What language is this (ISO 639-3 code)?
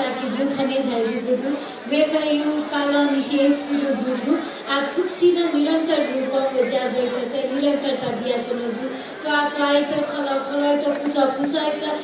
new